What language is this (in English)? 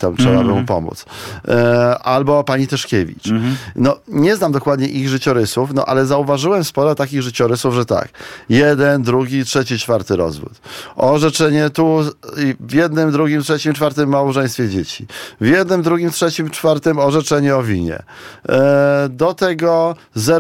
Polish